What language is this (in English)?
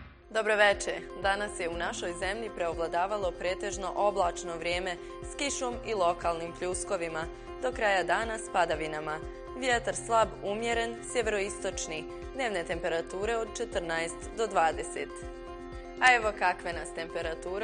Bosnian